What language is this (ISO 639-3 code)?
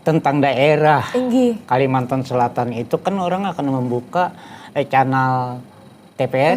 bjn